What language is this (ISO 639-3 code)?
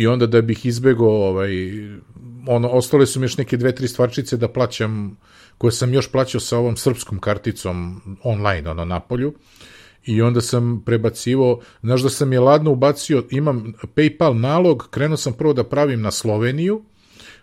srp